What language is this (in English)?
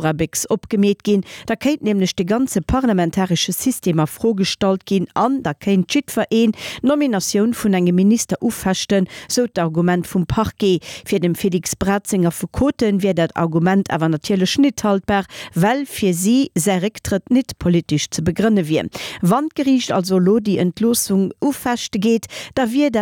Luxembourgish